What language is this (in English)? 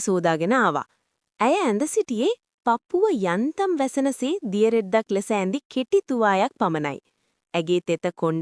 Sinhala